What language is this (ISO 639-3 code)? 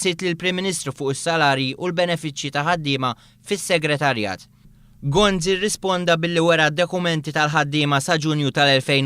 mlt